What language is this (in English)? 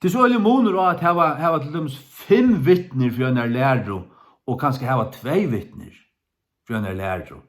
Faroese